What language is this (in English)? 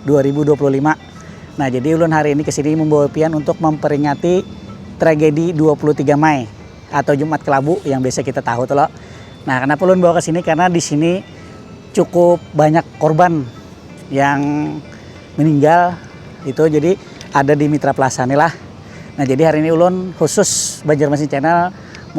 Banjar